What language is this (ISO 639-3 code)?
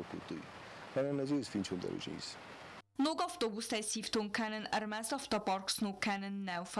oss